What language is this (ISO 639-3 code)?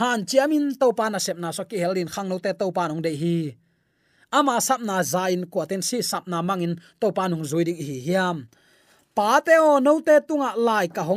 ctd